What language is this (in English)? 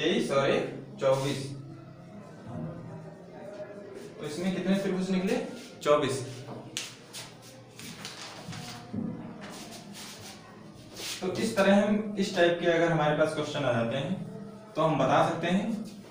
Hindi